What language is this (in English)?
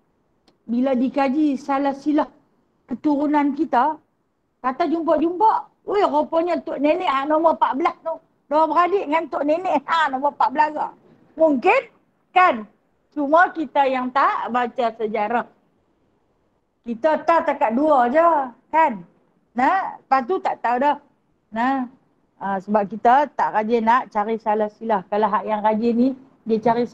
Malay